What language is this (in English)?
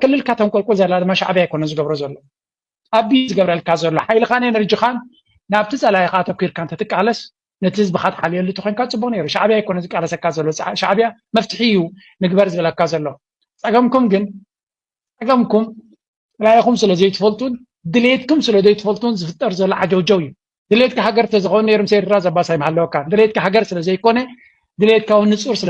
Tigrinya